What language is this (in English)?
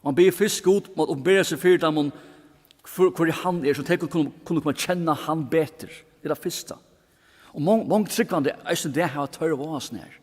Faroese